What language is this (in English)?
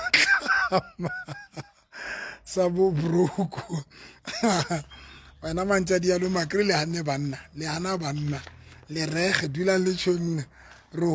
Southern Sotho